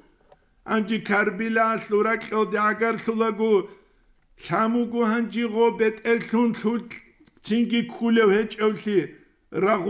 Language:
Avaric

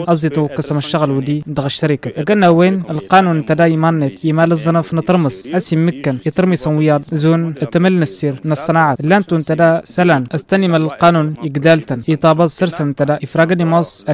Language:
Tamasheq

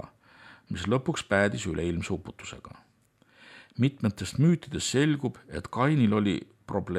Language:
Estonian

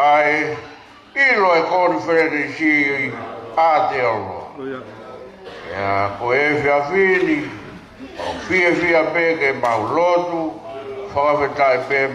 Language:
Tongan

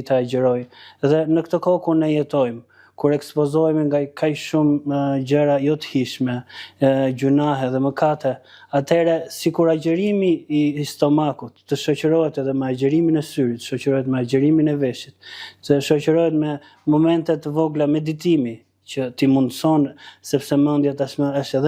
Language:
Albanian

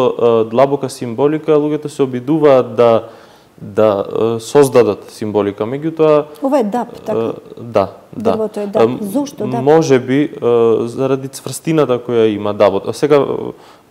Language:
Macedonian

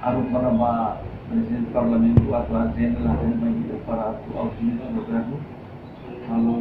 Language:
Tetum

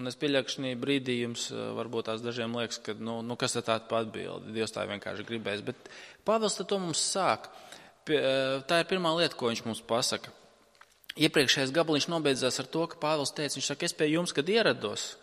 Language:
Latvian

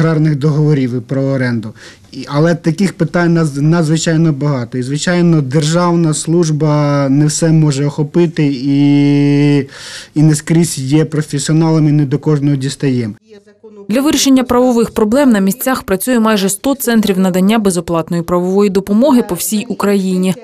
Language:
Ukrainian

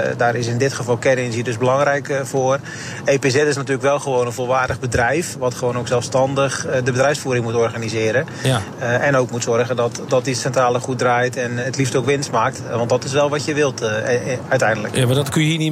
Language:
Dutch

